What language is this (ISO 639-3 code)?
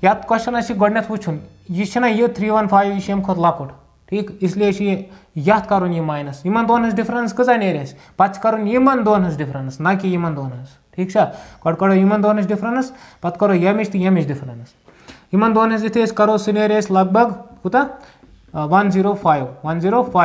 kas